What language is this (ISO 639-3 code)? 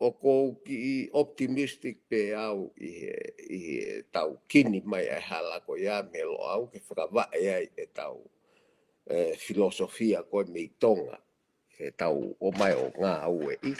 ton